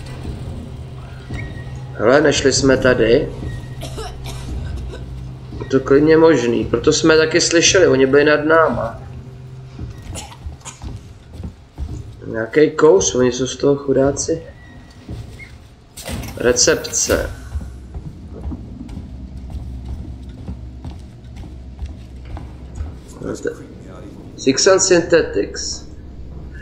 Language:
Czech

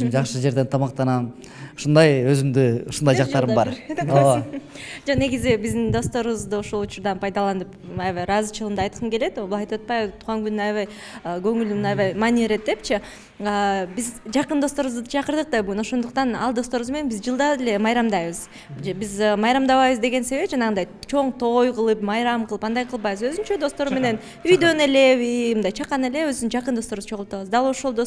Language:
Kyrgyz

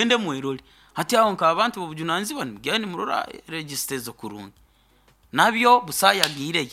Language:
Nyoro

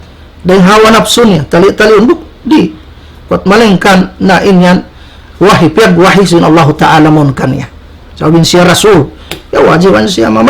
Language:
Tausug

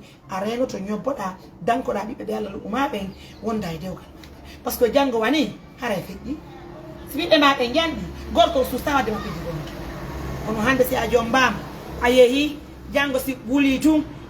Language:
Fula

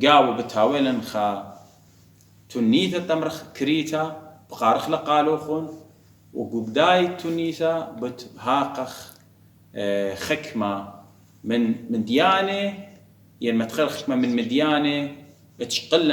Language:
Assyrian Neo-Aramaic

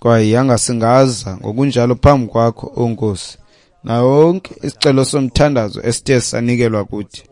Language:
Xhosa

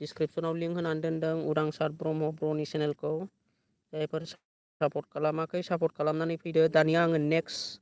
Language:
Bodo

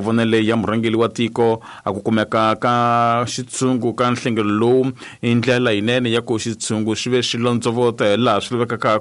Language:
Tsonga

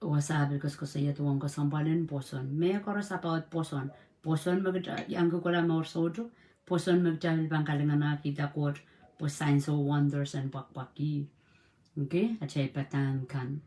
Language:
Pohnpeian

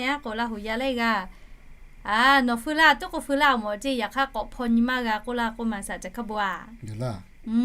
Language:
Lahu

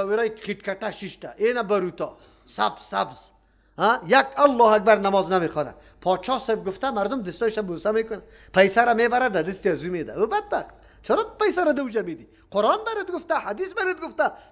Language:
Persian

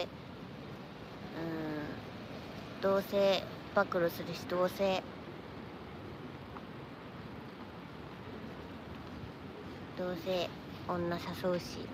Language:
Japanese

